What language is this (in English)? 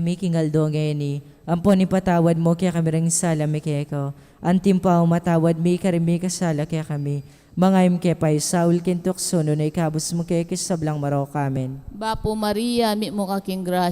Pampanga